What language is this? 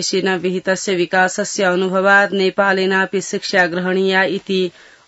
Sanskrit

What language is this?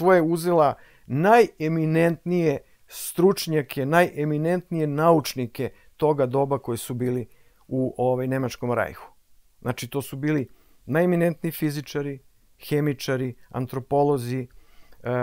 Serbian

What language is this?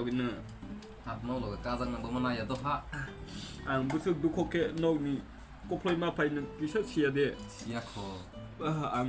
Kok Borok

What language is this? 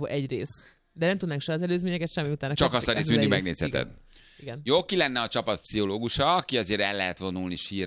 Hungarian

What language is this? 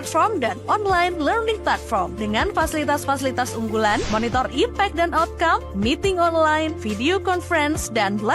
Manado Malay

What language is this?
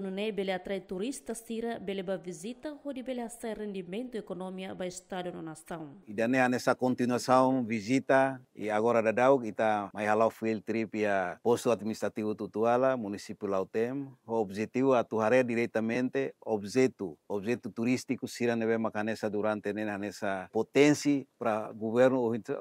Tetum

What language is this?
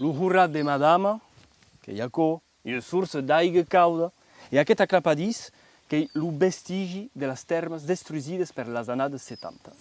Occitan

